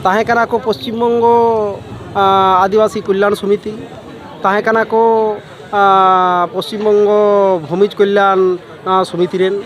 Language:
Santali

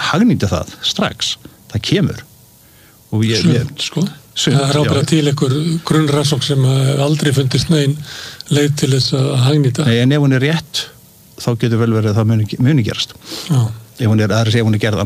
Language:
Icelandic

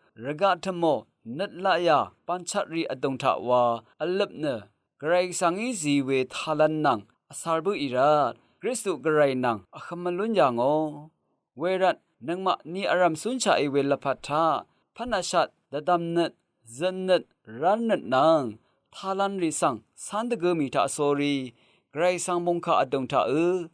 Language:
Rawang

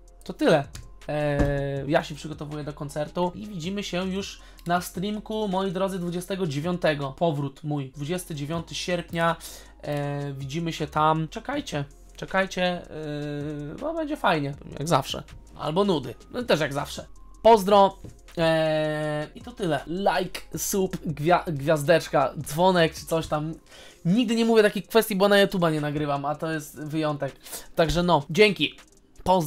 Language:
Polish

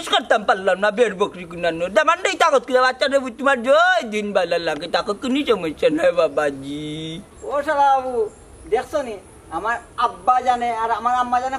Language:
Sylheti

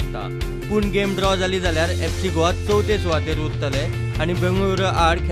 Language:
Konkani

